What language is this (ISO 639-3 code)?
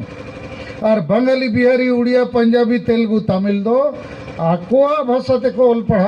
sat